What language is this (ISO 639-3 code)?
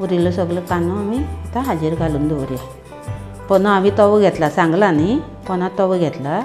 kok